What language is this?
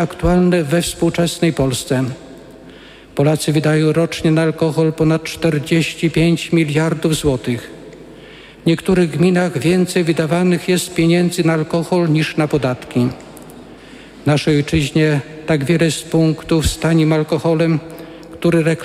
Polish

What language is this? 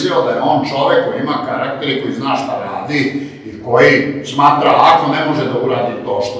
Serbian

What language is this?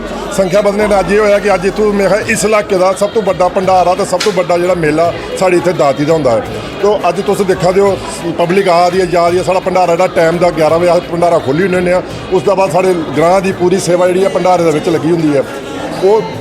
Dogri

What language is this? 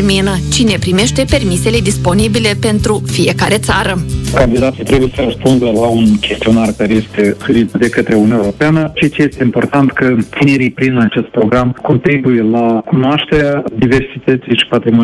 Romanian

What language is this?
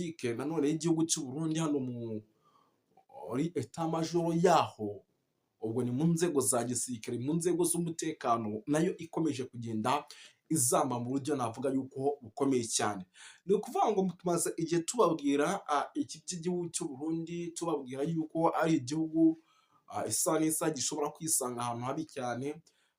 Kinyarwanda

